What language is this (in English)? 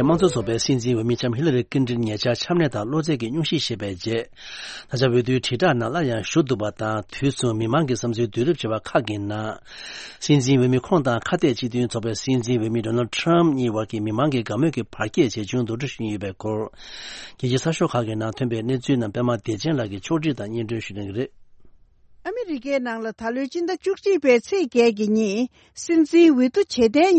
Tibetan